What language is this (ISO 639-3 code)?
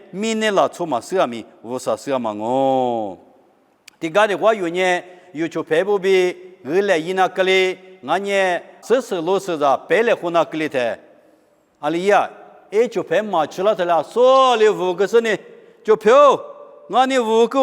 lis